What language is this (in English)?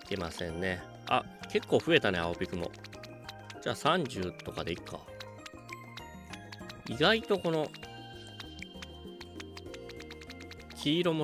Japanese